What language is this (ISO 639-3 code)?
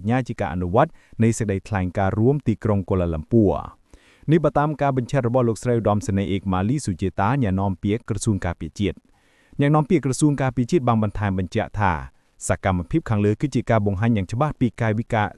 khm